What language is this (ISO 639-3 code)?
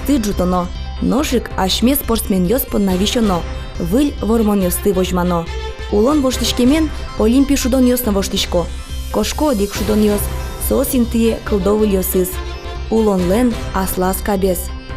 udm